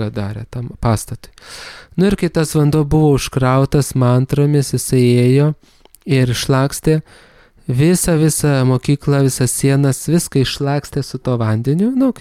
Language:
Lithuanian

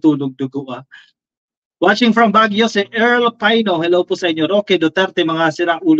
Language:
Filipino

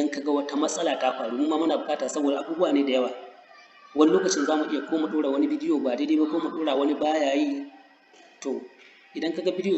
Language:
Hausa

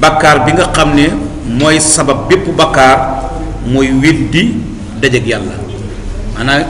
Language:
Wolof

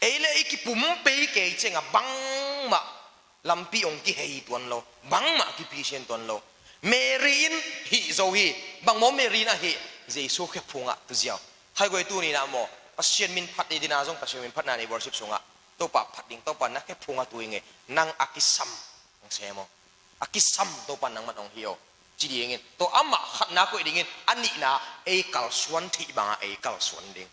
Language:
Tedim Chin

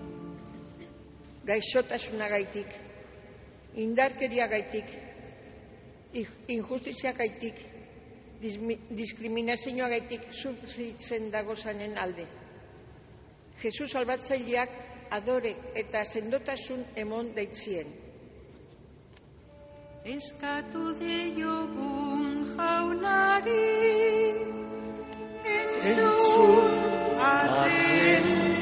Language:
Basque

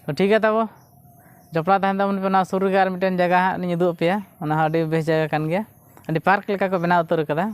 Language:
Santali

